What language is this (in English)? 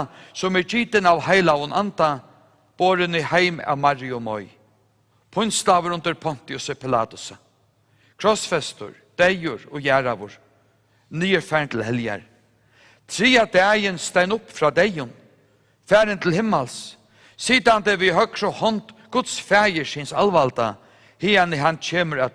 Faroese